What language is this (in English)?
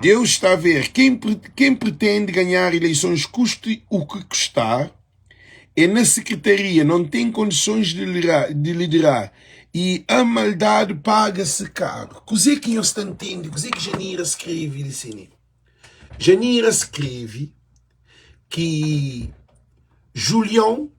Kabuverdianu